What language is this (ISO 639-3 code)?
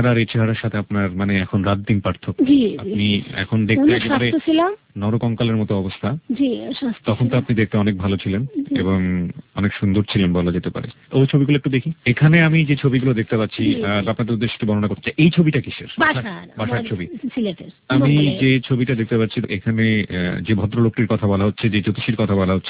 ben